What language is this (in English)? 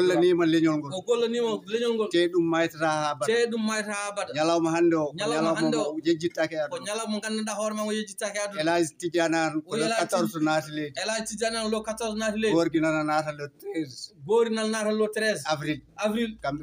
Fula